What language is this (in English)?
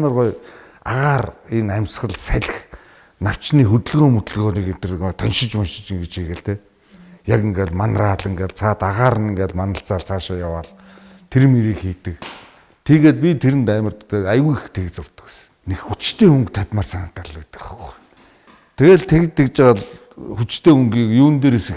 Mongolian